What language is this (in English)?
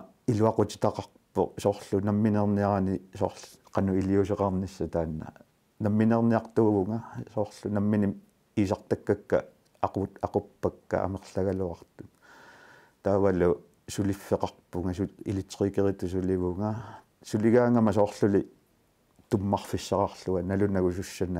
Kalaallisut